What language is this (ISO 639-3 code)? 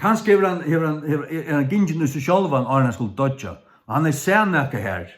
fao